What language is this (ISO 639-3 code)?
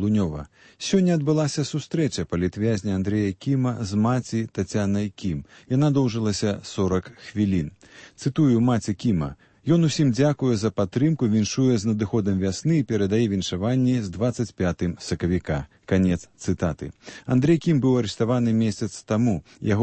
bel